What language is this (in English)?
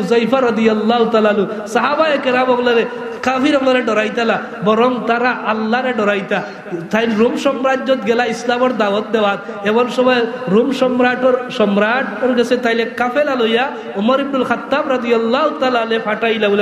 Sylheti